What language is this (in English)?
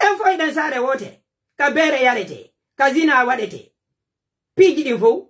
Pular